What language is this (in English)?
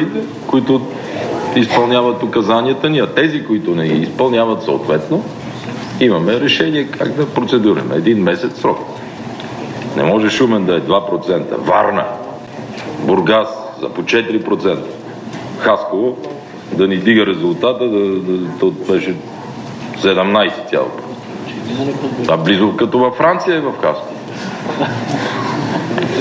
Bulgarian